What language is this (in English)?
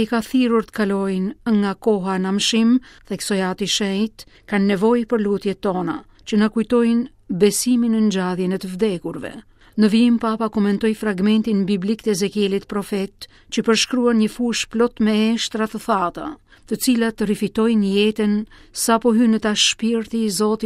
Albanian